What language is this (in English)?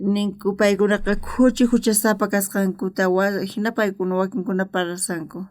South Bolivian Quechua